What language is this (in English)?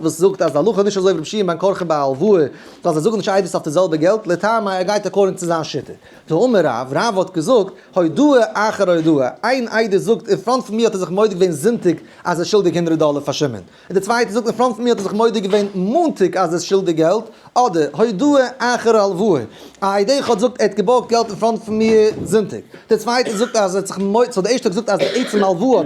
Yiddish